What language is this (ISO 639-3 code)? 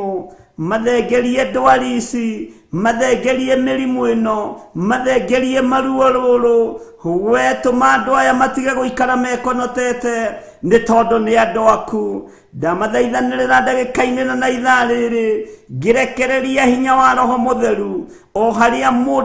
kik